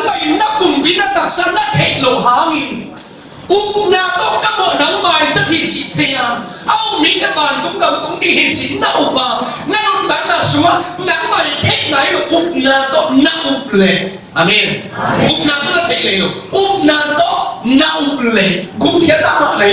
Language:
Tedim Chin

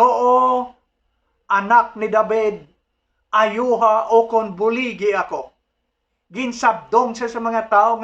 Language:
Hiligaynon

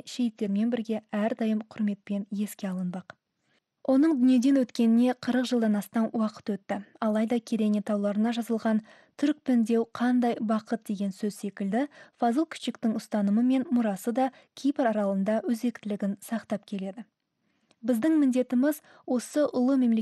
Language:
Kazakh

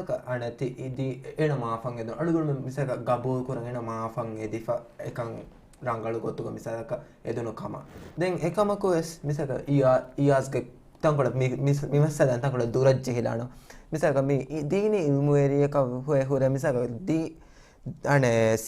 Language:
Divehi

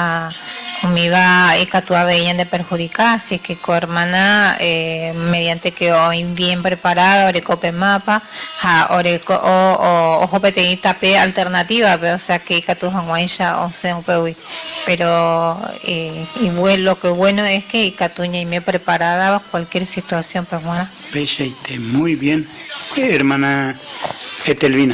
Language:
Guarani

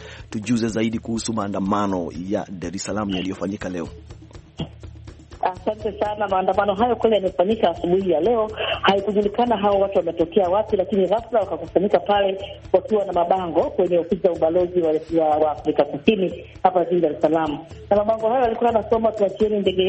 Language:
Swahili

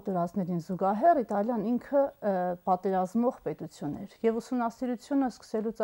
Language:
Armenian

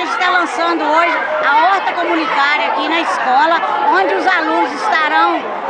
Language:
Portuguese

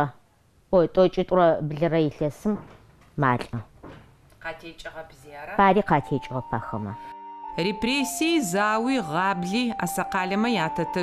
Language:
Adyghe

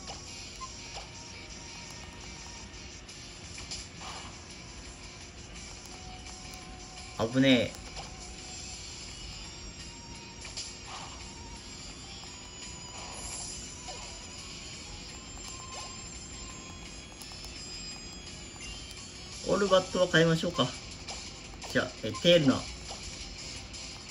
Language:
Japanese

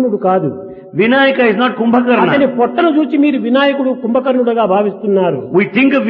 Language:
Telugu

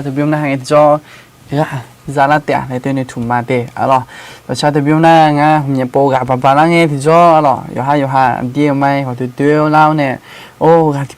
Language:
Akha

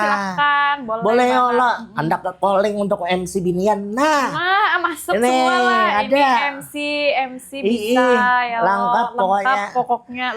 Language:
Banjar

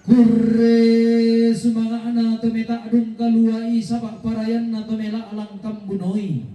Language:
Toraja-Sa'dan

